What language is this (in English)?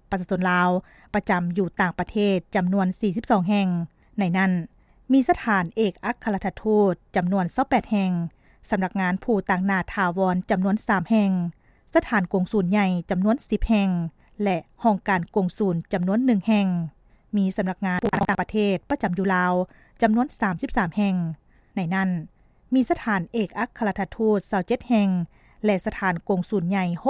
Lao